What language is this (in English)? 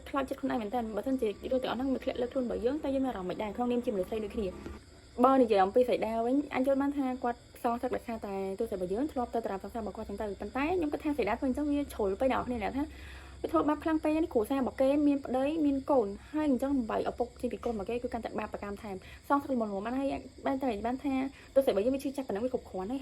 Khmer